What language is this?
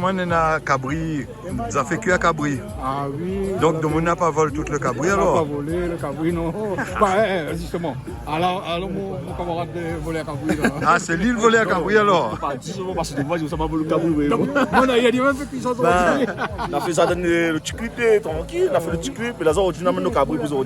Réunion Creole French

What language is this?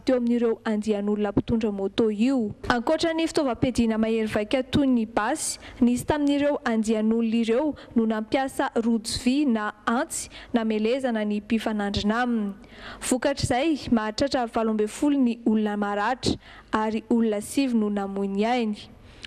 Malagasy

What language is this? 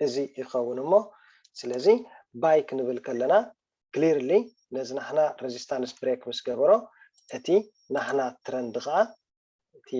Tigrinya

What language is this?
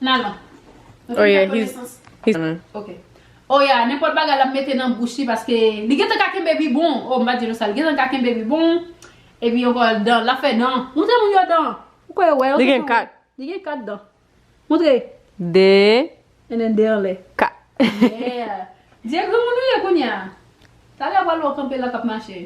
Haitian Creole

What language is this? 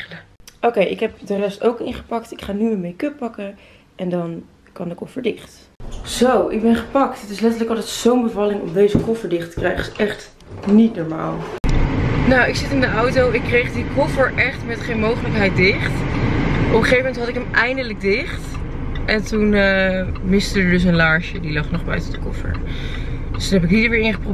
Dutch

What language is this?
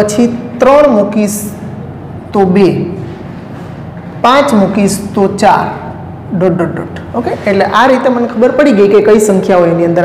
Gujarati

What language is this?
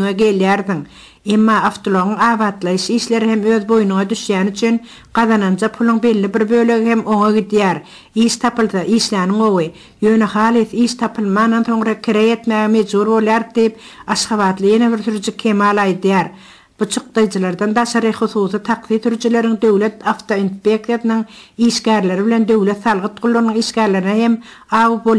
Turkmen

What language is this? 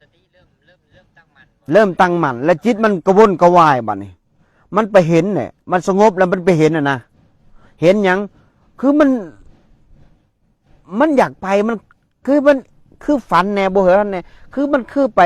Northeastern Thai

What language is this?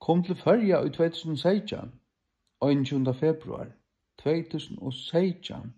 Faroese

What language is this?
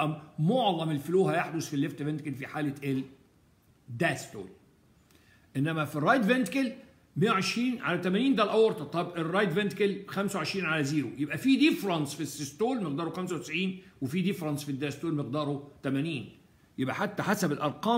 Egyptian Arabic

